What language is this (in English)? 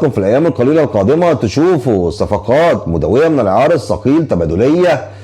Egyptian Arabic